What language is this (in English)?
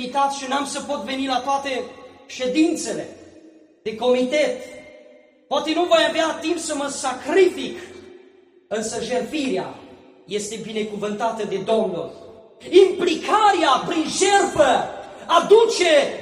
Romanian